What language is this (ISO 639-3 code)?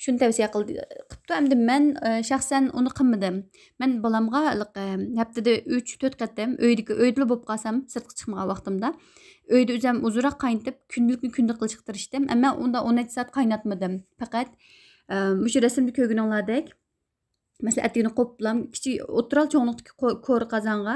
uig